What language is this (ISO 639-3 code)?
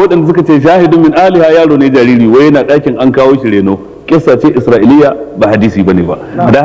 hau